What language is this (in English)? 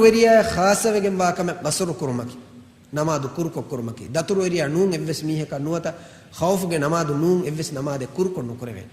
Divehi